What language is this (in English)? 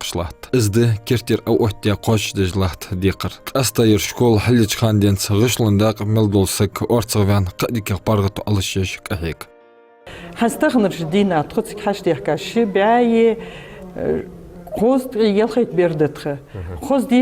Ingush